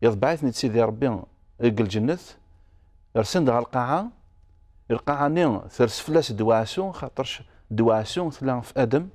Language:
Kabyle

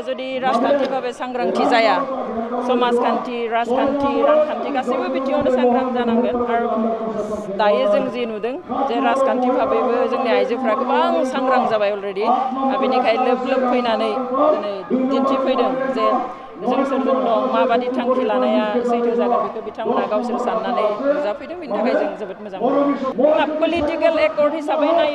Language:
Bodo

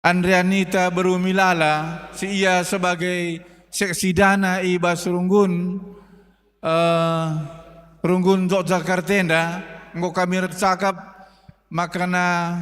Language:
Batak Karo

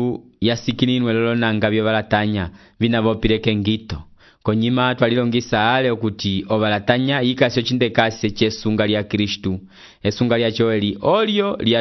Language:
Umbundu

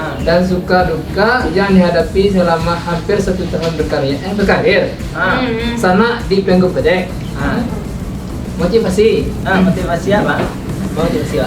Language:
Minangkabau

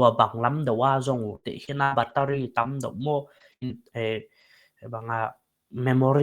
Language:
Paite Chin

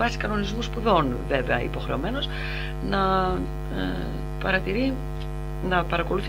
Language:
Greek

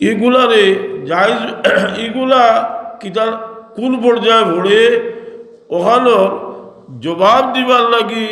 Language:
Sylheti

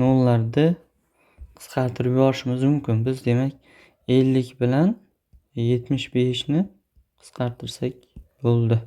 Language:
Uzbek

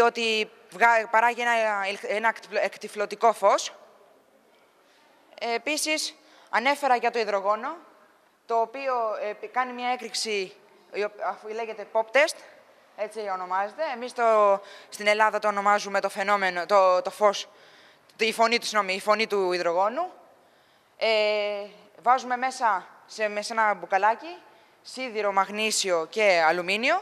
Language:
Greek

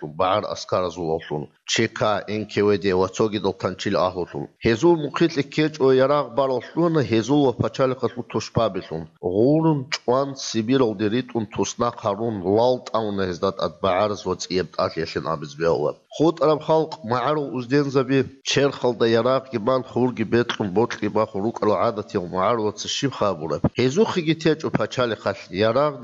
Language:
Avaric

